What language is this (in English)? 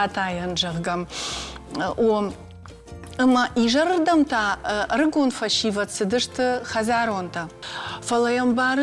Ossetic